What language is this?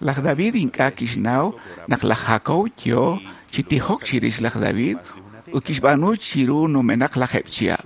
Kekchí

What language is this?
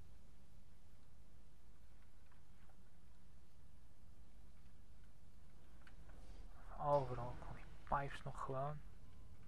Dutch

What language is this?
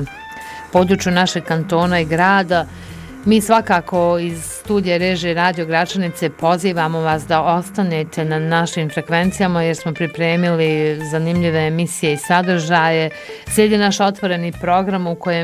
Bosnian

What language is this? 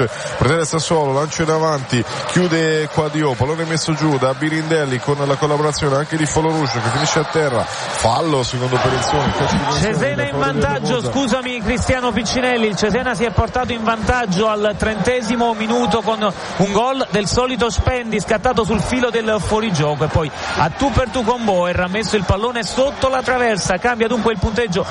Italian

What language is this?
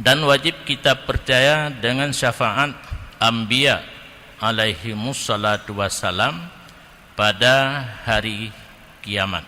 Achinese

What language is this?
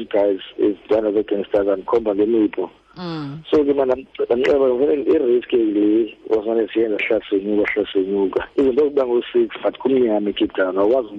Xhosa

